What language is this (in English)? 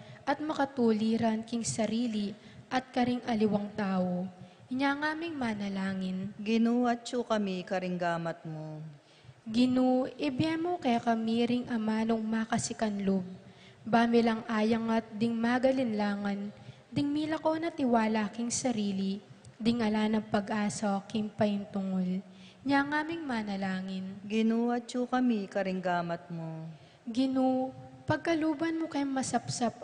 Pampanga